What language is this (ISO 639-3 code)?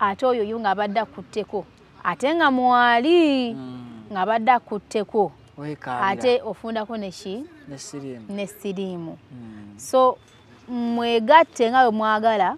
lug